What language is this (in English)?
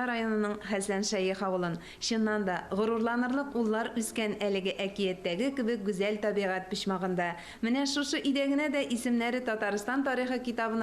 Tatar